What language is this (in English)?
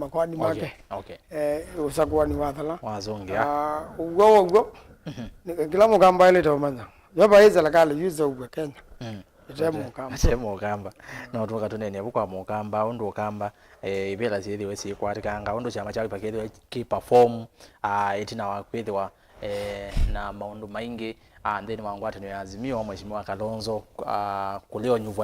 Kamba